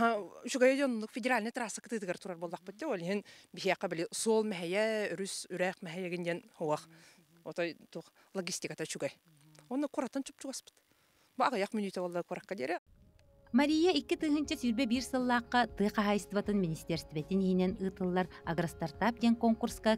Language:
Yakut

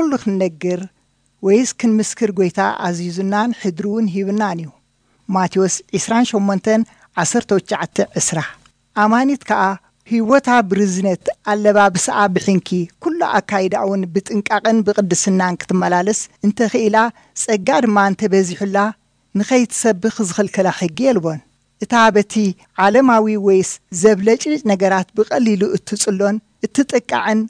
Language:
Tigrinya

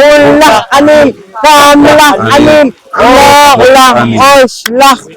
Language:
Poqomchi'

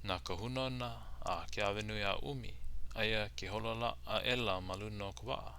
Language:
Hawaiian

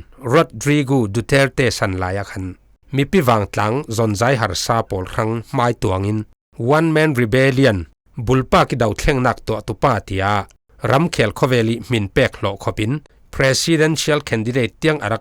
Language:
Falam Chin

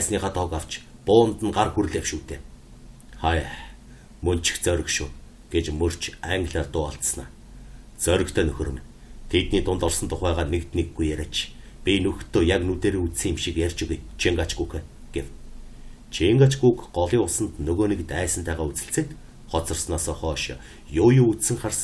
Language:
Mongolian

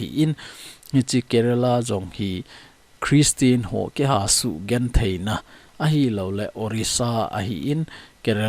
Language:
Thado Chin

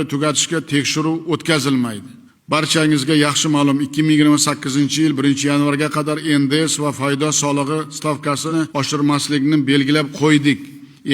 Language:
Uzbek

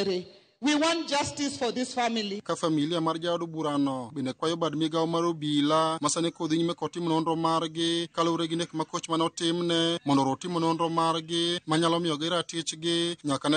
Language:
Luo (Kenya and Tanzania)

